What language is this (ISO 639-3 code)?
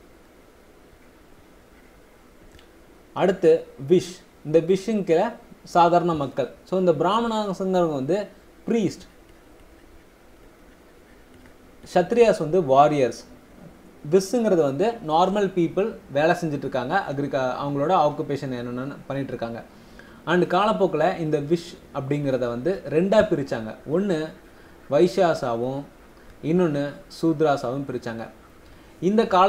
tam